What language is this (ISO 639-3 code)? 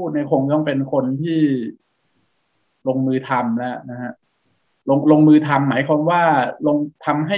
tha